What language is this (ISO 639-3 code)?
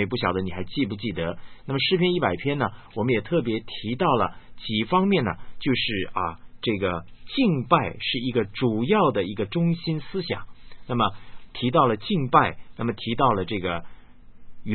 zho